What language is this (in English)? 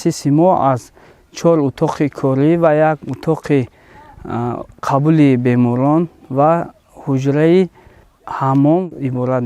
Tajik